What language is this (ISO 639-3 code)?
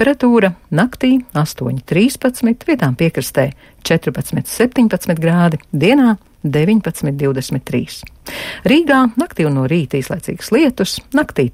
lav